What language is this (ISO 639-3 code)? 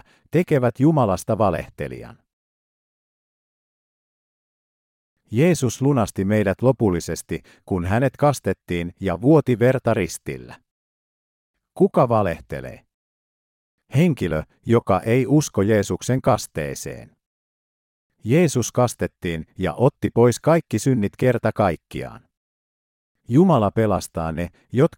fin